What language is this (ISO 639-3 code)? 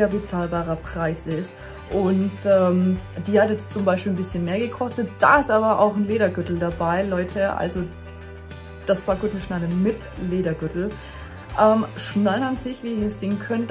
deu